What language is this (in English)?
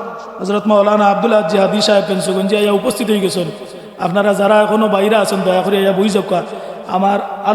Sylheti